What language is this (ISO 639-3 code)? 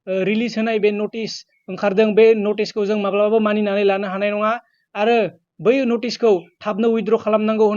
brx